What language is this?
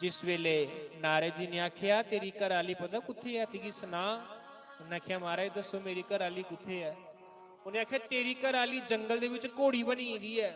Dogri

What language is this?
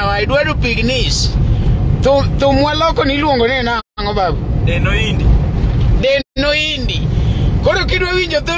Luo (Kenya and Tanzania)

